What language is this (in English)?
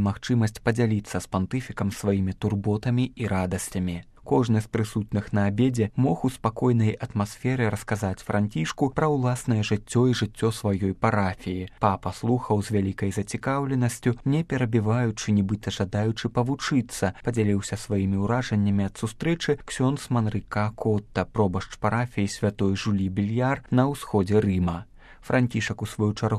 Belarusian